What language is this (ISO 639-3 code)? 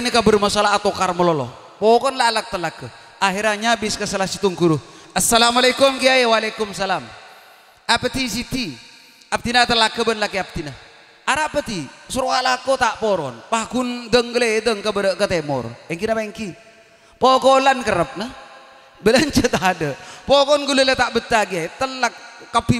mad